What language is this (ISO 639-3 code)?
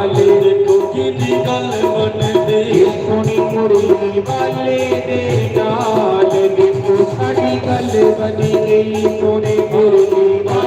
doi